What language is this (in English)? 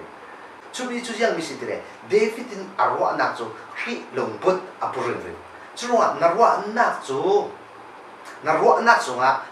Falam Chin